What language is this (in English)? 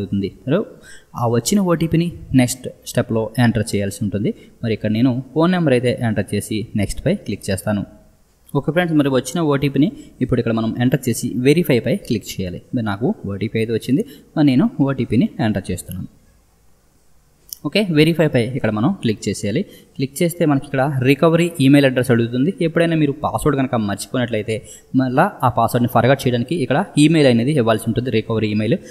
Telugu